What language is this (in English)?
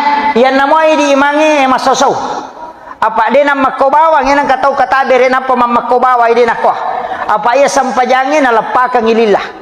Buginese